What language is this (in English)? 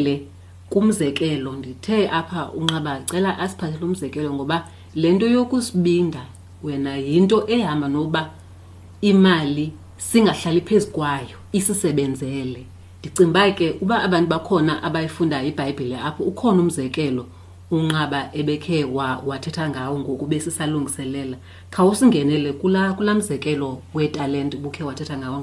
Xhosa